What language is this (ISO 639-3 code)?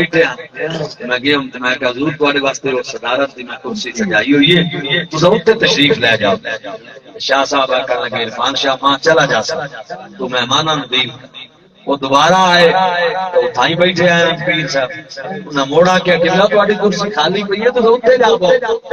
skr